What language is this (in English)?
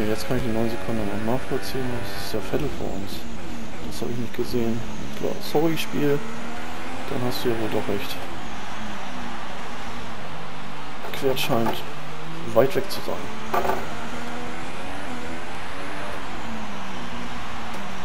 German